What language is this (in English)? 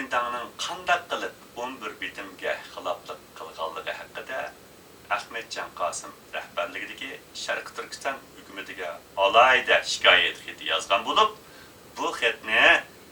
Uyghur